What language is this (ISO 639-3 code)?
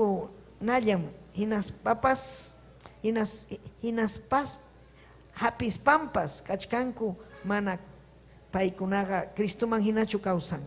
quy